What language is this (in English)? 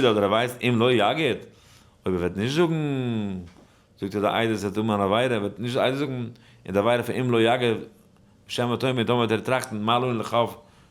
Yiddish